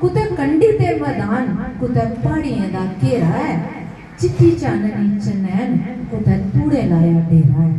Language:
Dogri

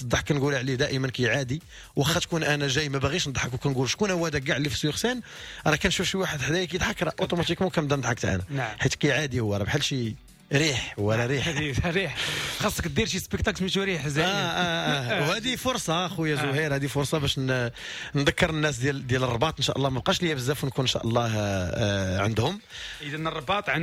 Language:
Moroccan Arabic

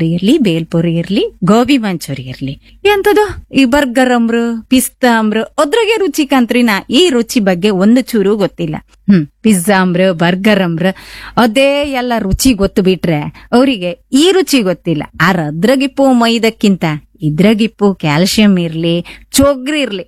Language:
Kannada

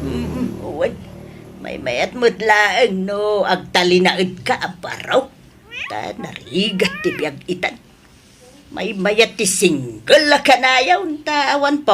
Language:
Iloko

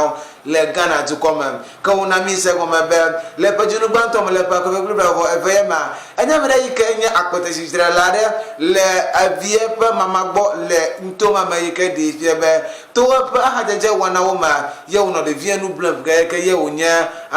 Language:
Ewe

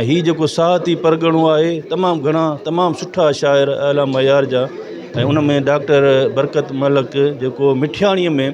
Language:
Sindhi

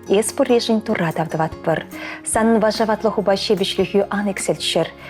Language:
Chuvash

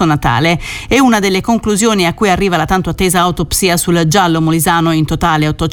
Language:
Italian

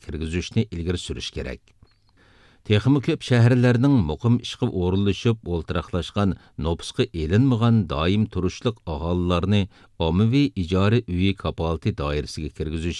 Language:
Uyghur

